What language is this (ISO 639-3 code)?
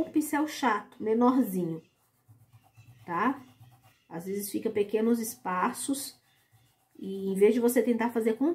por